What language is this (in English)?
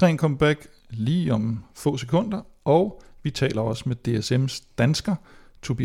Danish